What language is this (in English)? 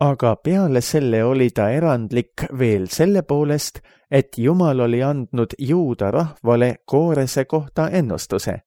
Estonian